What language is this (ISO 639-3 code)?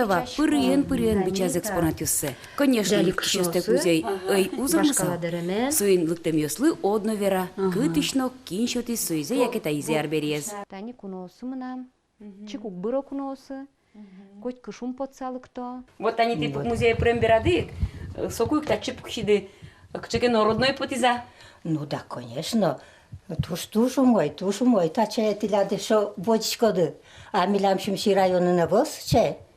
udm